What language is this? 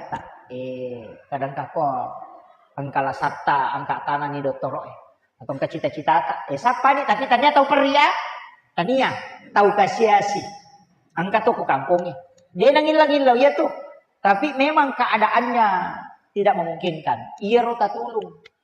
Buginese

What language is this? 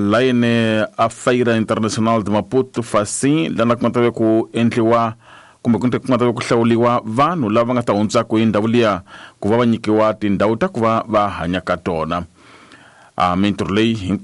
Tsonga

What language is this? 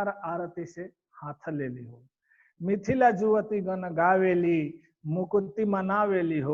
Bhojpuri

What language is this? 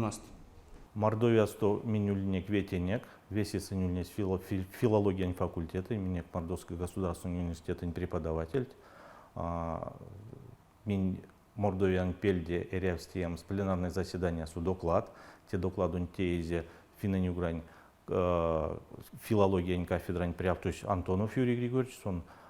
Erzya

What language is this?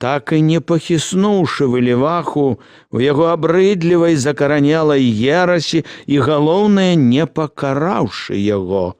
Belarusian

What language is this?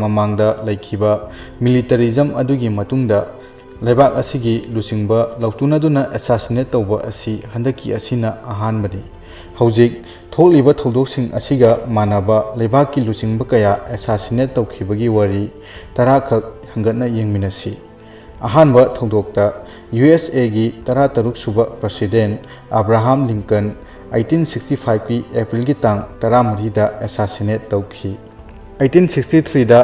Manipuri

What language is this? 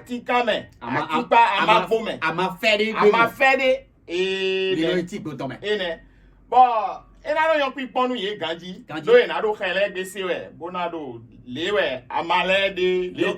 Fon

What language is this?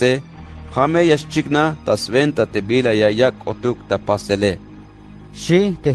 Tzeltal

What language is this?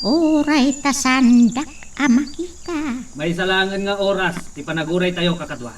Iloko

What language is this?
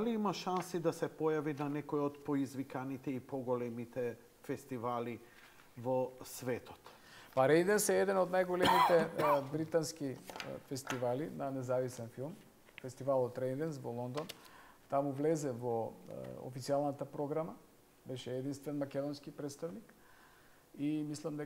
Macedonian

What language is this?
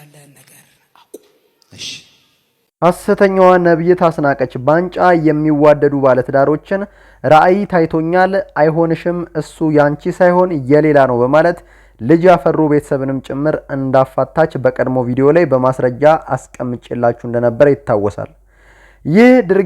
Amharic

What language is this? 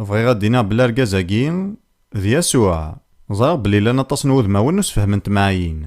Kabyle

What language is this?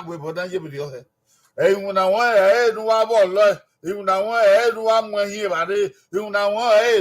Bini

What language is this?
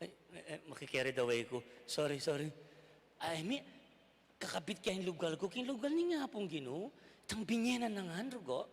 Pampanga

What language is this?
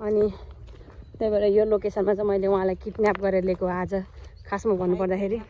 Nepali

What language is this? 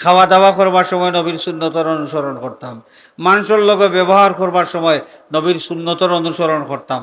Sylheti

